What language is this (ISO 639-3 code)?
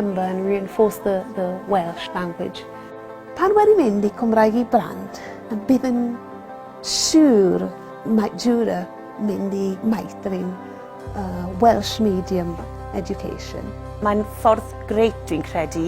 cym